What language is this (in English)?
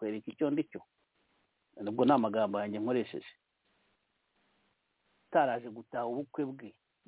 Kinyarwanda